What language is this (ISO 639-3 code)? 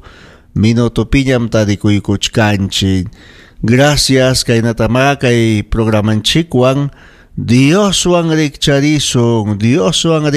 quy